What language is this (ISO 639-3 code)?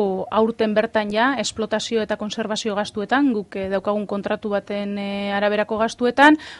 eus